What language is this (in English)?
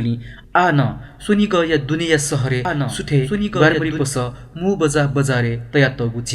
Newari